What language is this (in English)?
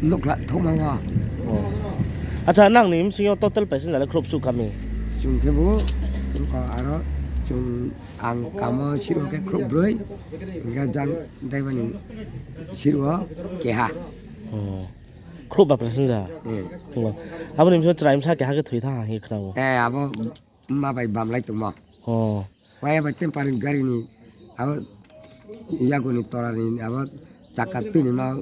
Riang (India)